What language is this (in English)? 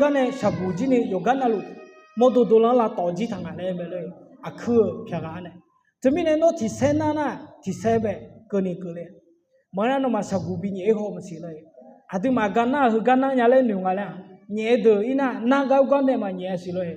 Akha